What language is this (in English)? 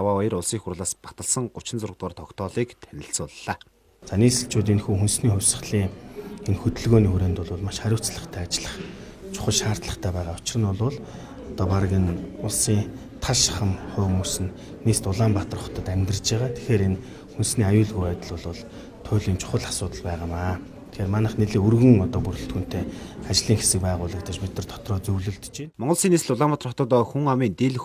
Mongolian